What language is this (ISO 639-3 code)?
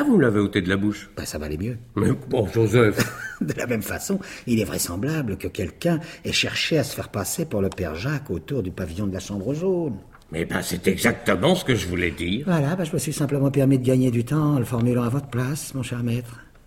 fra